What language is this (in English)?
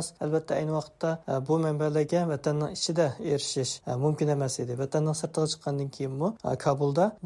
Uyghur